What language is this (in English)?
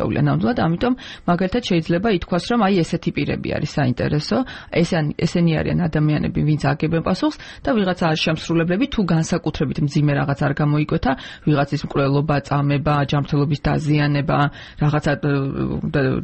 Georgian